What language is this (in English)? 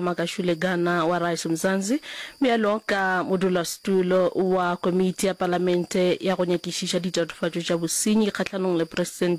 Northern Sotho